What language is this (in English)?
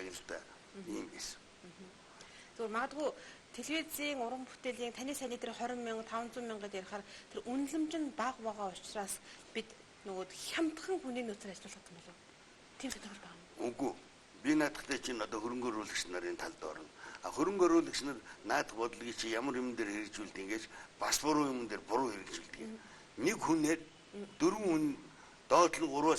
Mongolian